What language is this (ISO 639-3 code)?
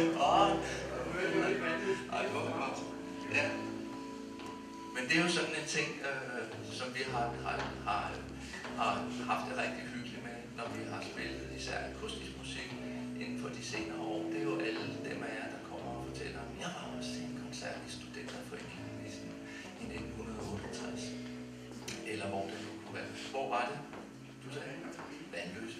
dan